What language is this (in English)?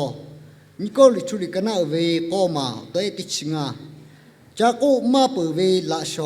Lahu